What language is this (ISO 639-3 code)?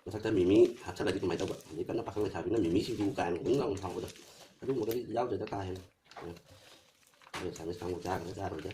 mni